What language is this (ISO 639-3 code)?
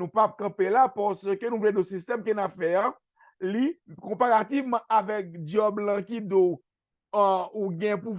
hat